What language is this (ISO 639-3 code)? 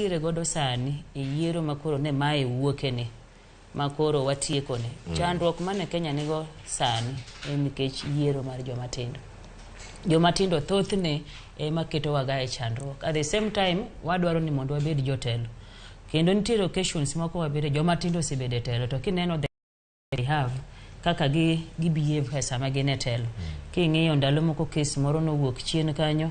luo